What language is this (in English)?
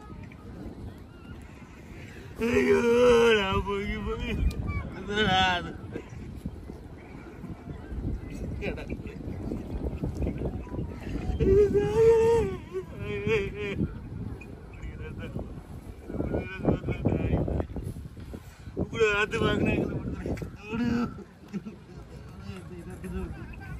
Tamil